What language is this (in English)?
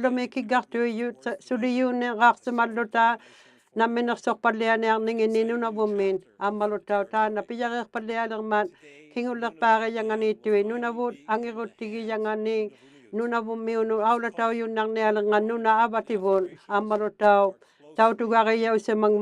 Inuktitut